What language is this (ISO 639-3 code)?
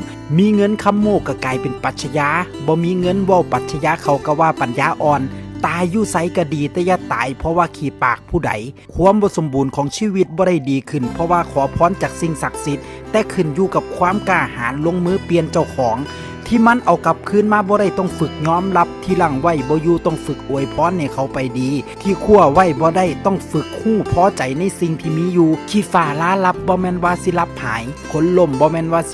tts